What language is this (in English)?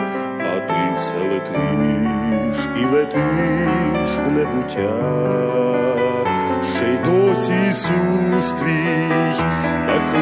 Ukrainian